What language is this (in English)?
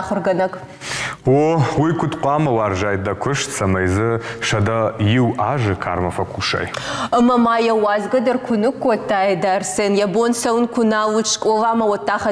Ossetic